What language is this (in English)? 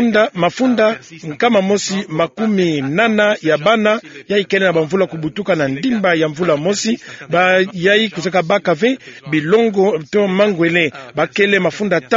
Kituba (Democratic Republic of Congo)